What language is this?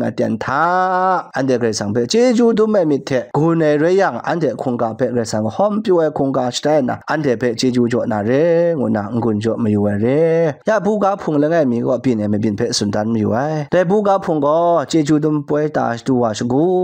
Kachin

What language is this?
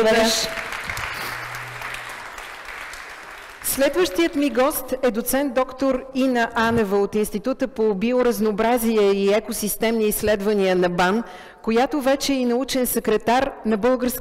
Bulgarian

